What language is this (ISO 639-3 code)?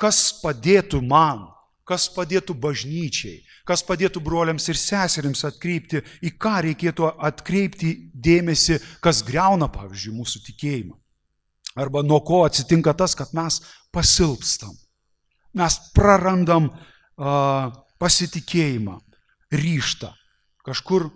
lit